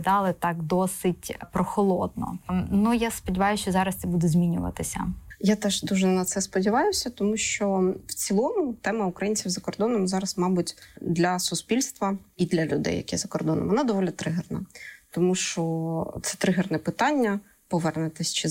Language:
Ukrainian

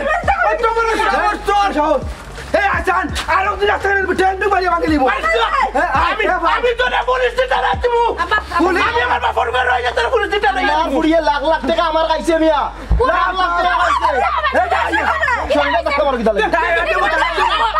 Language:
Sylheti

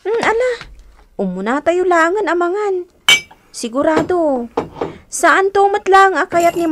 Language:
Iloko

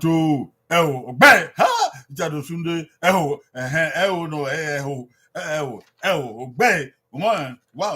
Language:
Bini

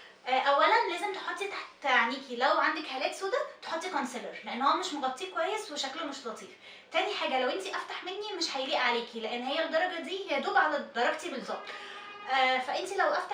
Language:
Egyptian Arabic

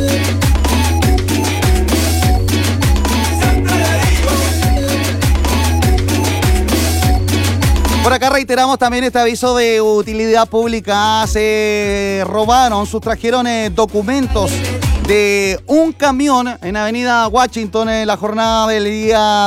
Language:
Spanish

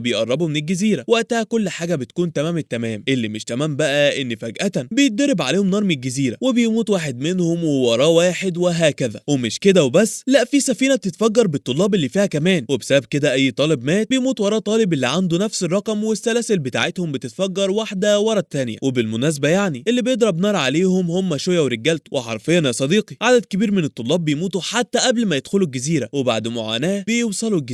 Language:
Egyptian Arabic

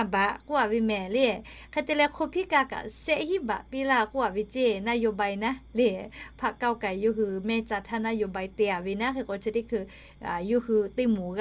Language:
Lahu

